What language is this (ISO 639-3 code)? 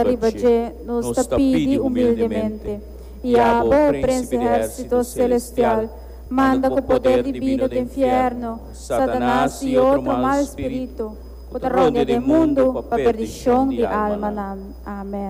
pap